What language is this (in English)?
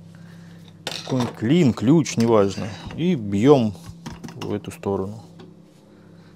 Russian